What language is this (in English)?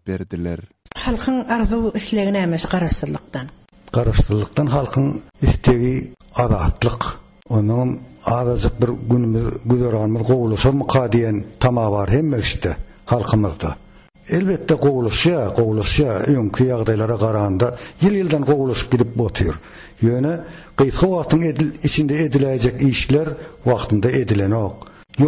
Turkmen